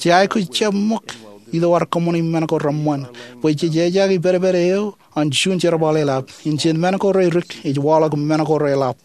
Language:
Marshallese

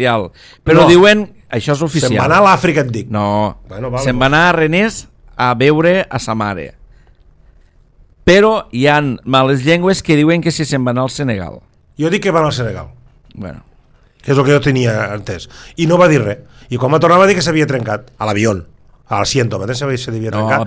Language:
Catalan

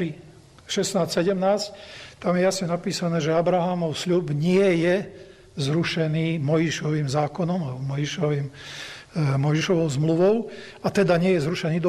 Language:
Slovak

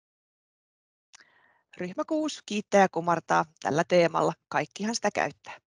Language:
Finnish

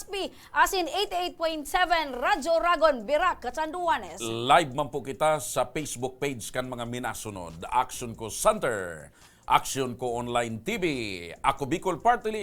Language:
Bikol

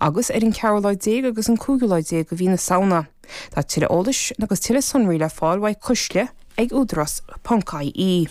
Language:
Irish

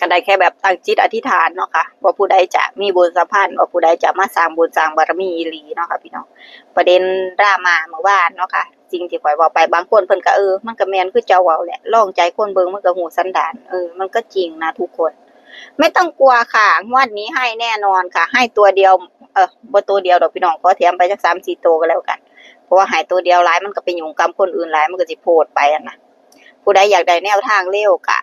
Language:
Northeastern Thai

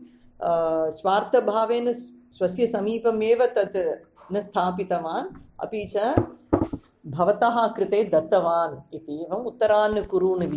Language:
Sanskrit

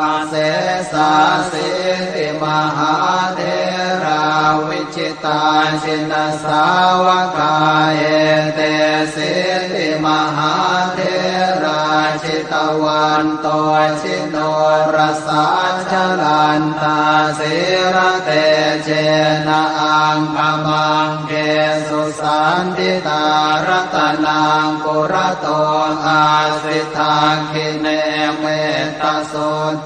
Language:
Pali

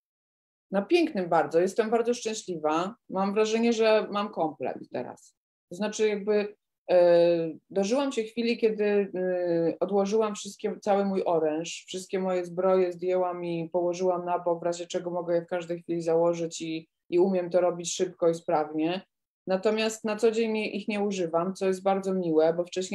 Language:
Polish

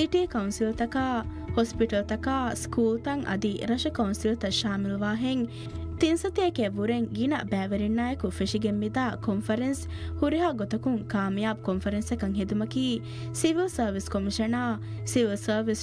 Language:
Divehi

